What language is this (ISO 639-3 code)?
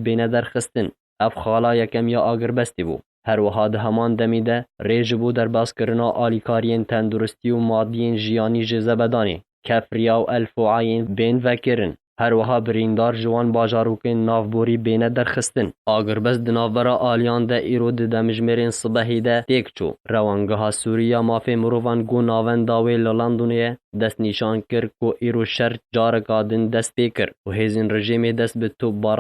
kur